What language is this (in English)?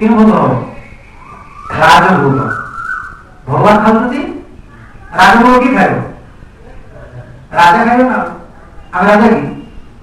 Odia